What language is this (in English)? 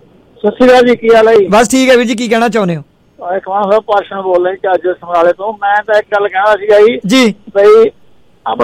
Punjabi